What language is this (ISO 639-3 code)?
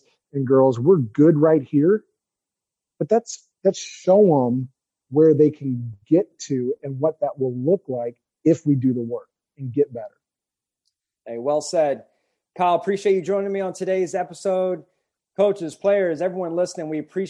eng